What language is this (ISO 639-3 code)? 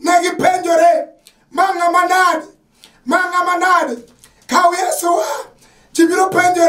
luo